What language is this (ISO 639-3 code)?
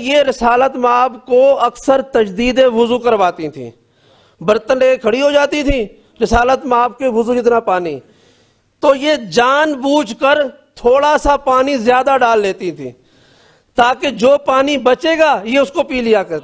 urd